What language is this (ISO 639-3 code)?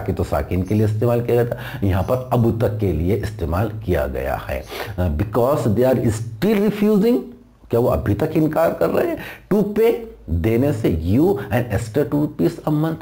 hin